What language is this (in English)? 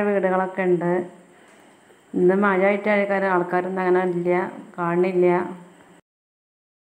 Malayalam